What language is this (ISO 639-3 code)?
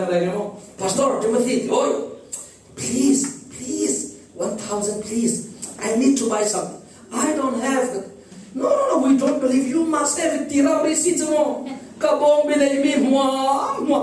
cfm